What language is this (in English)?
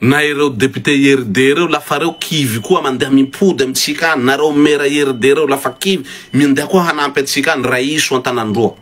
Malagasy